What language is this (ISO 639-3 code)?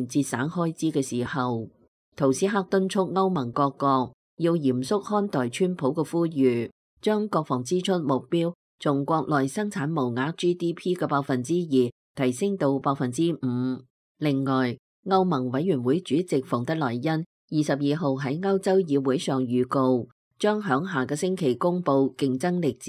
yue